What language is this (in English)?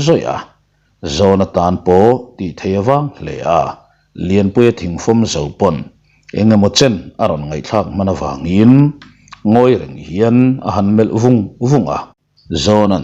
Mizo